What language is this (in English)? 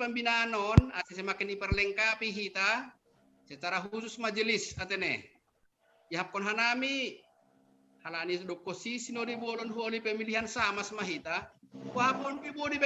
Batak Simalungun